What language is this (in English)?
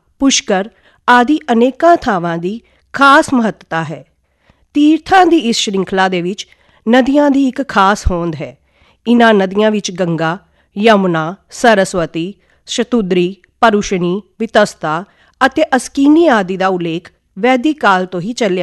Punjabi